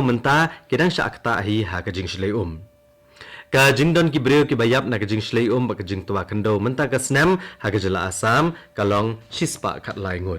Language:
Khasi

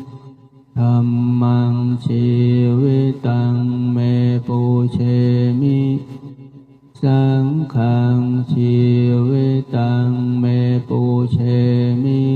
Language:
Pali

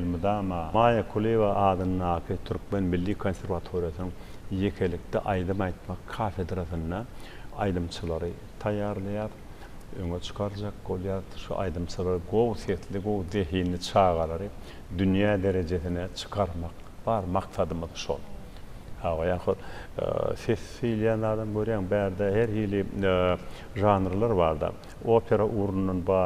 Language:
Turkmen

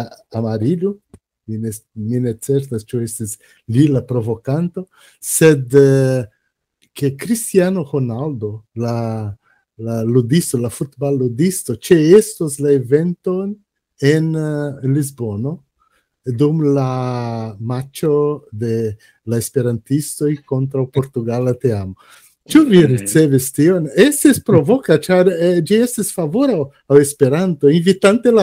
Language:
Esperanto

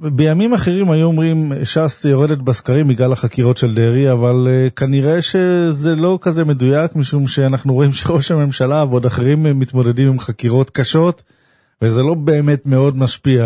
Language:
Hebrew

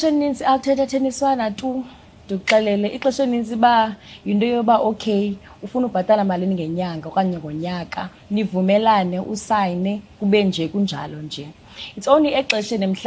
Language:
Xhosa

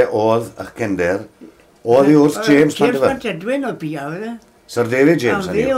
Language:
Welsh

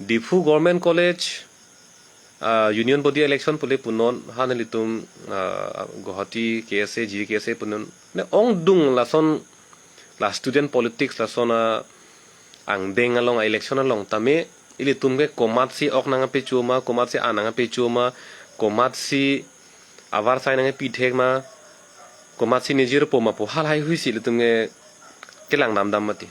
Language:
Karbi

